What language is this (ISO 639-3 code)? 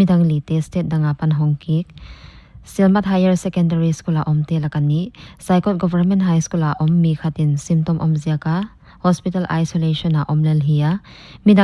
pck